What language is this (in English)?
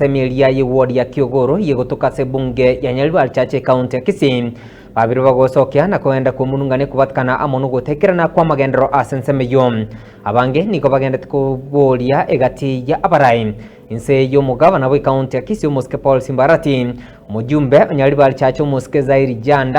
Gusii